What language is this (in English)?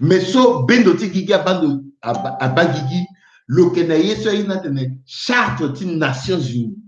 Sango